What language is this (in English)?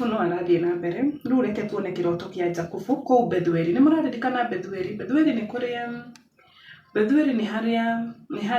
Kikuyu